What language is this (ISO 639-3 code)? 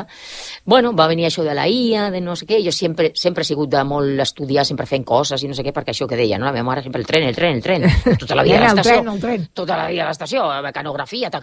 cat